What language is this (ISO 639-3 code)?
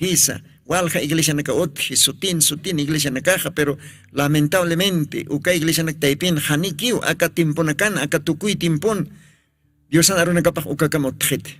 aym